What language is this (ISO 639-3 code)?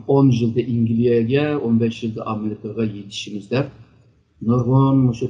uig